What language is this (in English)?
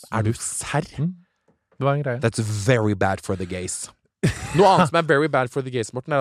Norwegian